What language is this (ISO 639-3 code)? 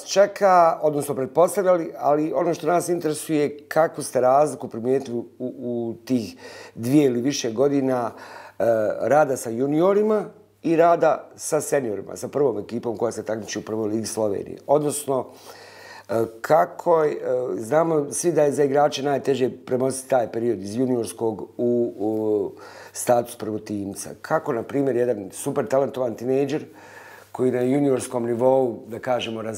bos